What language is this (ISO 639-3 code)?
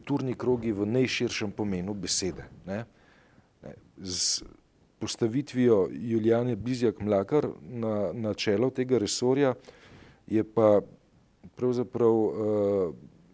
slv